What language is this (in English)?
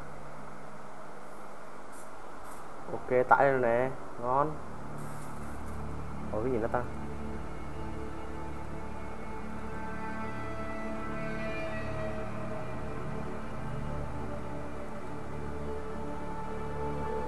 Vietnamese